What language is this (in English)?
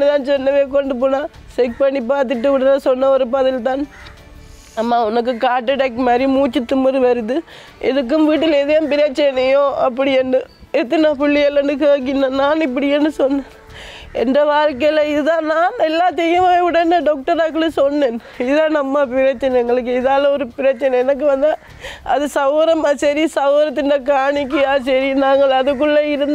Tamil